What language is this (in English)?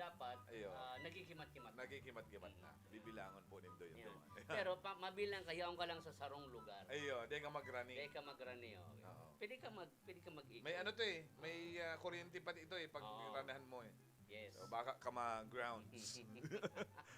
Bikol